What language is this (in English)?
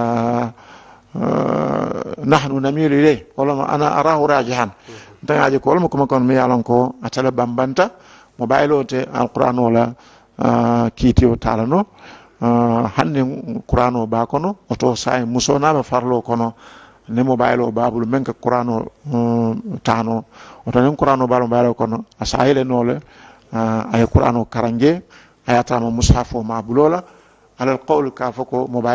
Mandingo